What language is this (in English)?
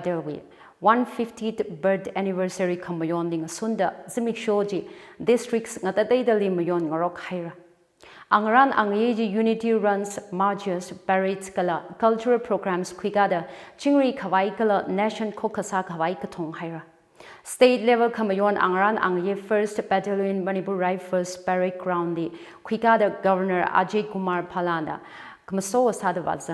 Tangkhul Naga (India)